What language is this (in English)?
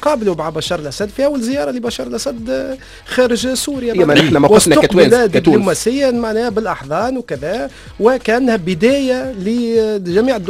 Tunisian Arabic